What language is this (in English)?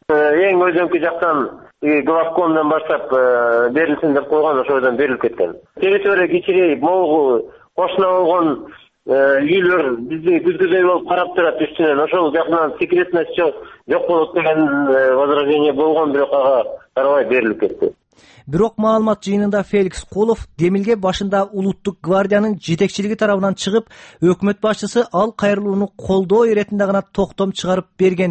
Kyrgyz